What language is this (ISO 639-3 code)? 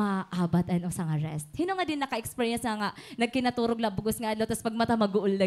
war